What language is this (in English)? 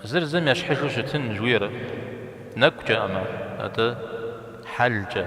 Kabardian